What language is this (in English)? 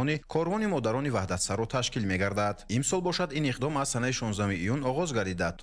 Tajik